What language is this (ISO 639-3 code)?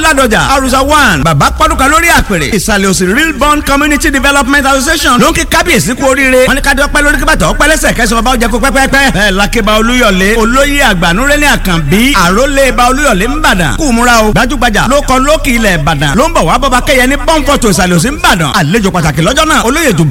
yor